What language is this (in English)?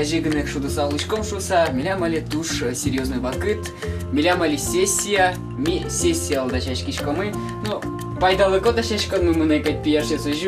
Udmurt